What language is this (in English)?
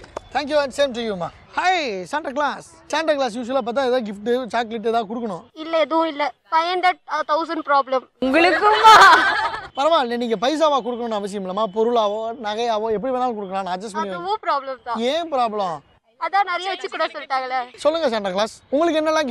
Tamil